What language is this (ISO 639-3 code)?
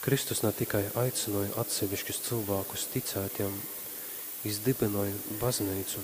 ltg